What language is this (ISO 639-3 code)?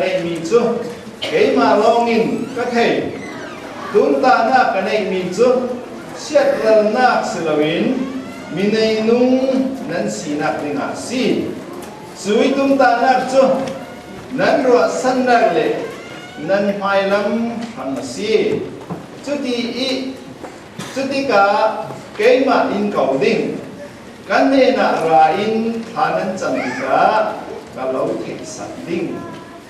cfm